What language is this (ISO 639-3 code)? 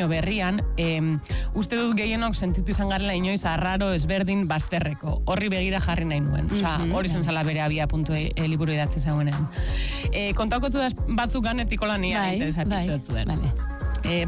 eus